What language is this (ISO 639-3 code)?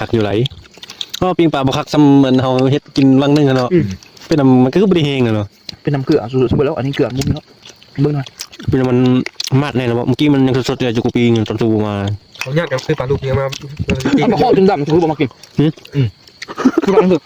tts